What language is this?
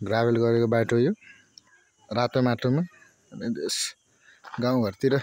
Nepali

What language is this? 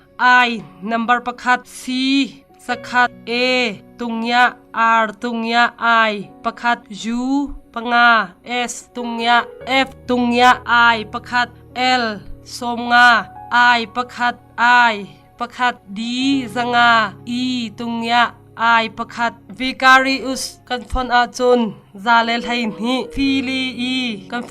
Hakha Chin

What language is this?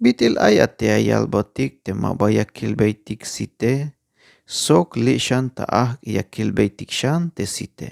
Tzeltal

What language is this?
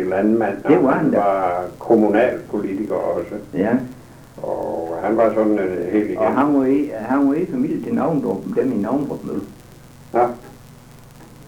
Danish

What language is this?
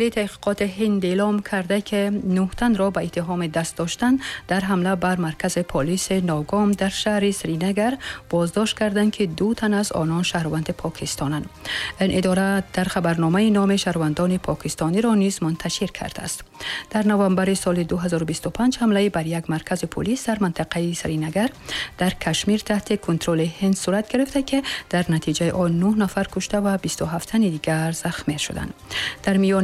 Tajik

